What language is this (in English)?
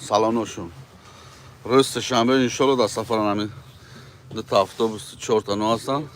Tajik